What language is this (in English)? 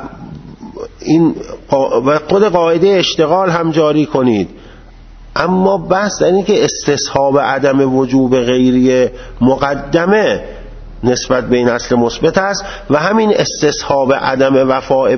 Persian